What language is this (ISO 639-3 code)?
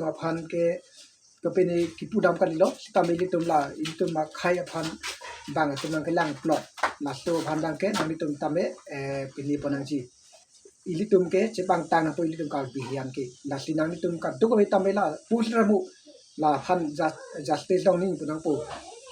mjw